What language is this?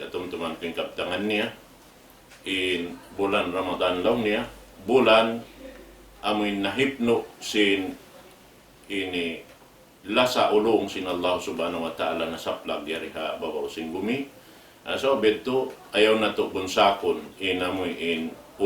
Tausug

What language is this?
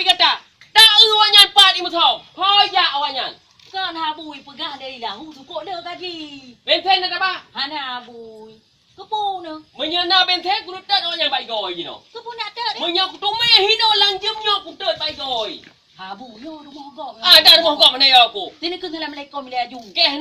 Achinese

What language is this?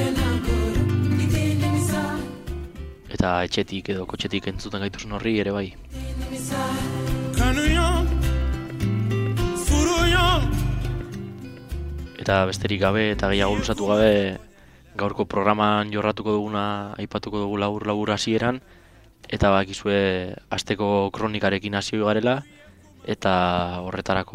Basque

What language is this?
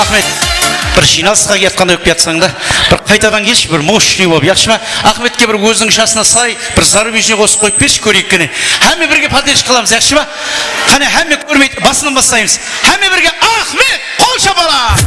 Kara-Kalpak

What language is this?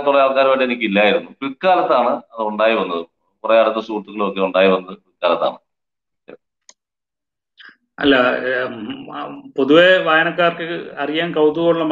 Malayalam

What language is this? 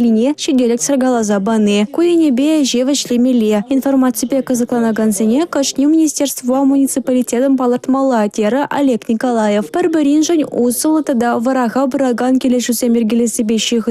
Chuvash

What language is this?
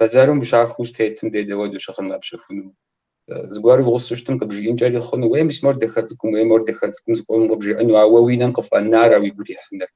Kabardian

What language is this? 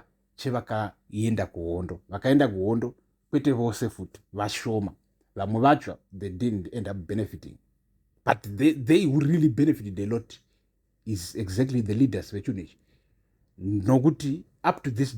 Shona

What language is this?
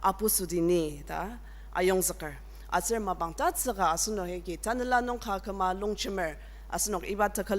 Ao Naga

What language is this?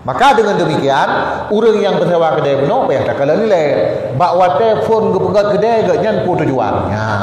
Achinese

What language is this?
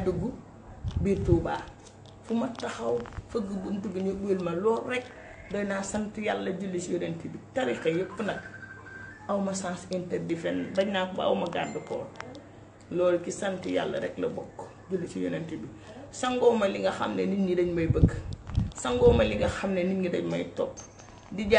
Wolof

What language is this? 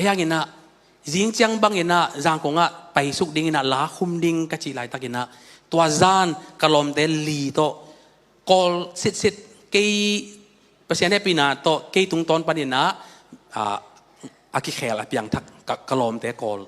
Tedim Chin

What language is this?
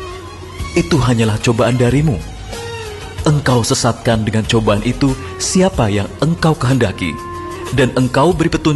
Indonesian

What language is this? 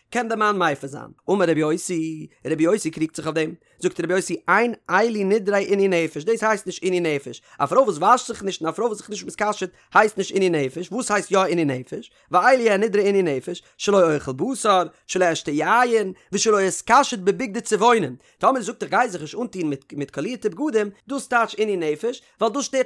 Yiddish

